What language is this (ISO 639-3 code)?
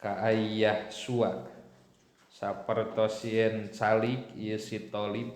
sun